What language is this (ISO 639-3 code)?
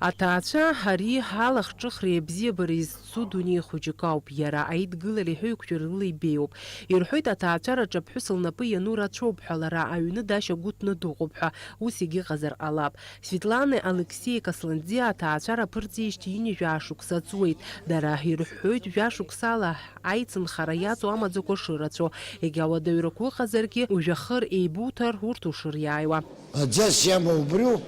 abk